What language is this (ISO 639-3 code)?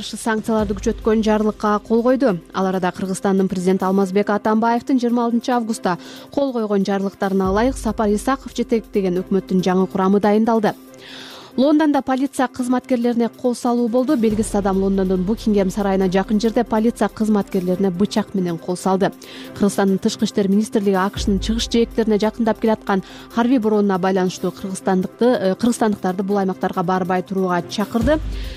kir